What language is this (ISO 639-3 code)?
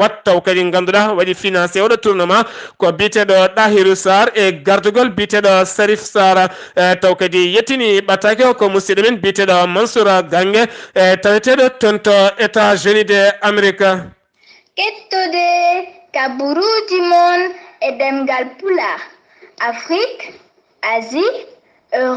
ful